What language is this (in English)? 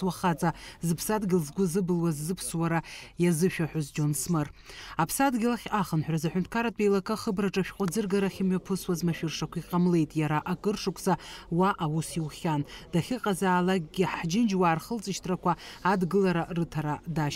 Abkhazian